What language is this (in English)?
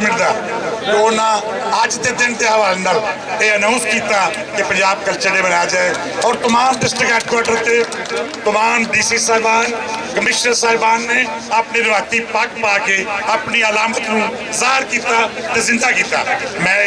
Western Panjabi